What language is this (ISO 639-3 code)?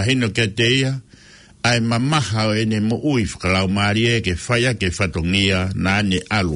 ton